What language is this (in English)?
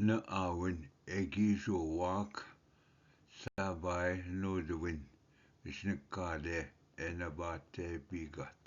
Ojibwa